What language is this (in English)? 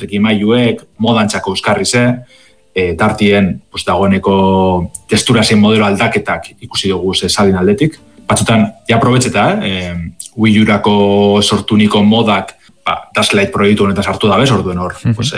Basque